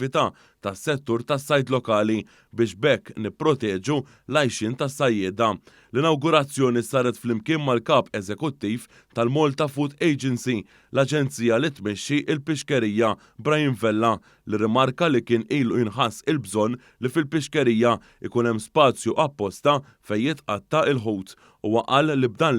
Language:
Maltese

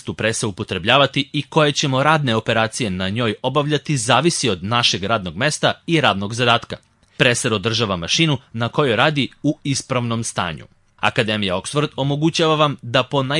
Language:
Serbian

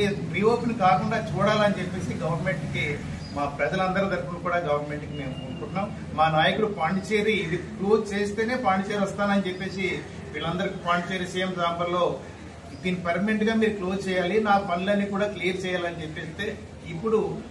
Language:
Telugu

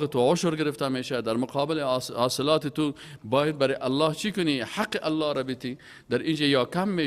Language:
Persian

